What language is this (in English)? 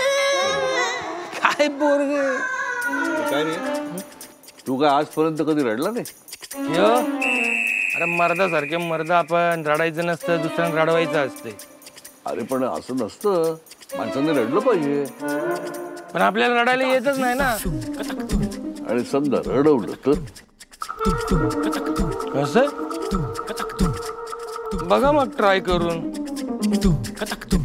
Marathi